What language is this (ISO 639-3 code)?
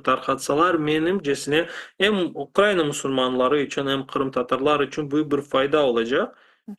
crh